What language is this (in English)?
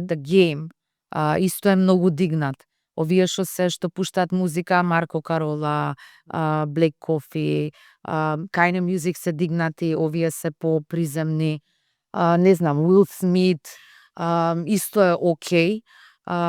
Macedonian